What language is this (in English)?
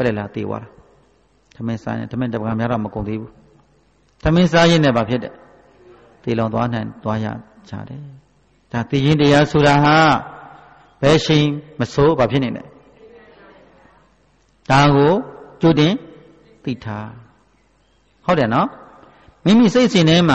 Burmese